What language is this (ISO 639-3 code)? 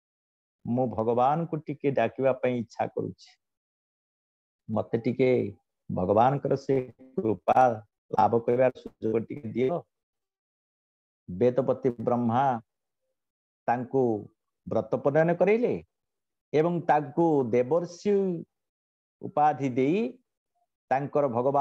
ori